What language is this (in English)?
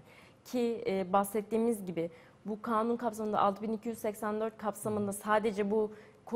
Turkish